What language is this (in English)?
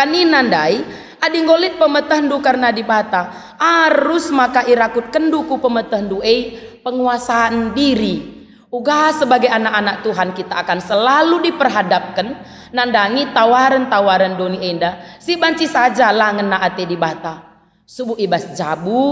Batak Karo